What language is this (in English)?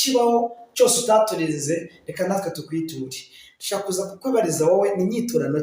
Kinyarwanda